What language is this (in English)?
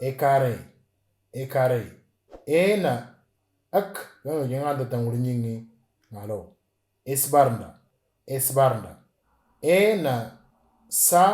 Moro